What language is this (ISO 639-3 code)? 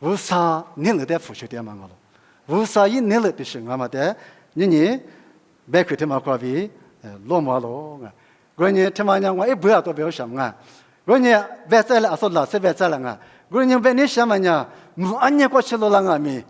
lis